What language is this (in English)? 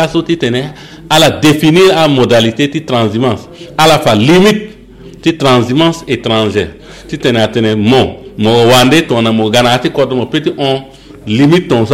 Sango